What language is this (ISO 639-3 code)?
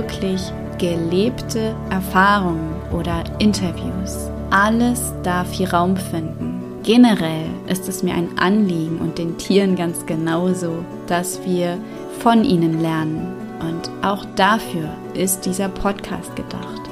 deu